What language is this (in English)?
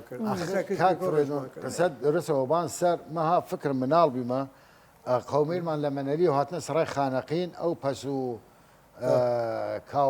Southern Kurdish